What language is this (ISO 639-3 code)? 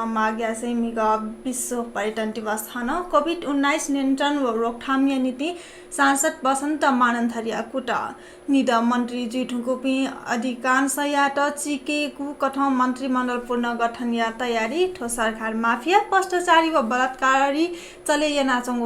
new